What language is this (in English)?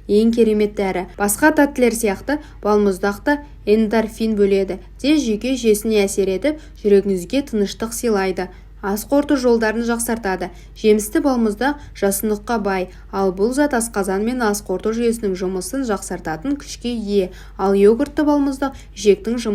Kazakh